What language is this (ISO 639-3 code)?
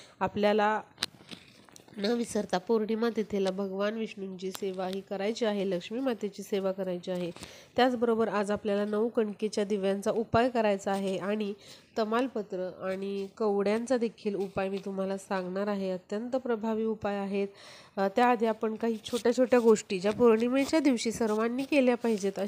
mar